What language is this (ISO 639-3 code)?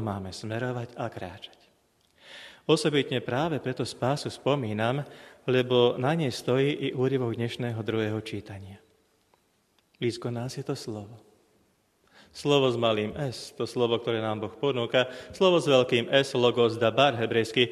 slk